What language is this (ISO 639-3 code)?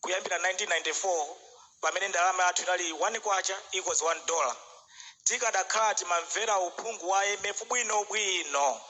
nya